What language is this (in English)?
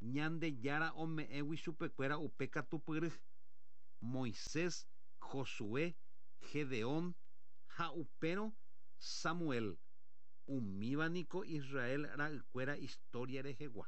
Guarani